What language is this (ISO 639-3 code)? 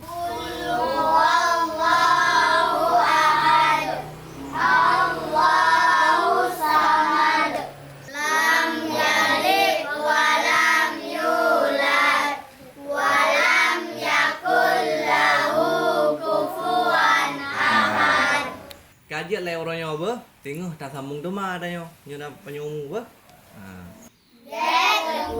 ace